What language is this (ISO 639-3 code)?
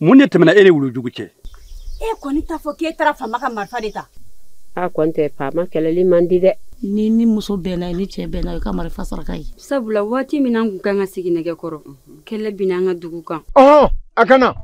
bam